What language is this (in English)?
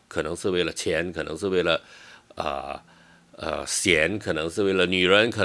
Chinese